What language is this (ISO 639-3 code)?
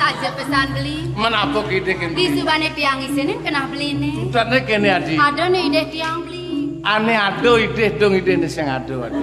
ban